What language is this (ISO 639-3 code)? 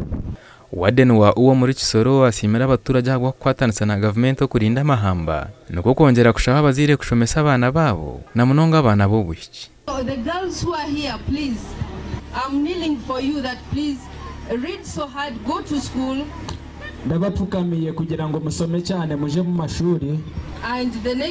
nyn